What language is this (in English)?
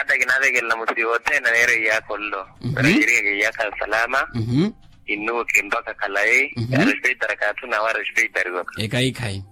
Makhuwa